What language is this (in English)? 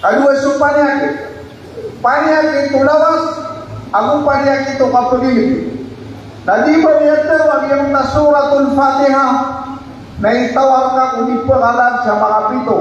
Maranao